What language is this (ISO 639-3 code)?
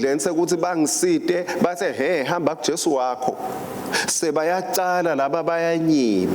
ssw